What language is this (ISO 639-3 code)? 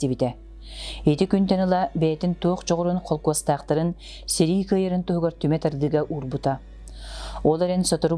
sah